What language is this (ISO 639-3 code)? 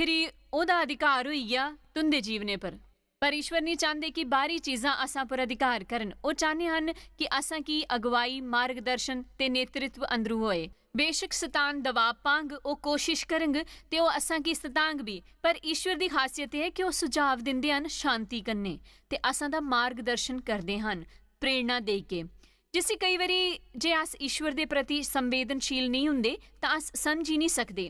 doi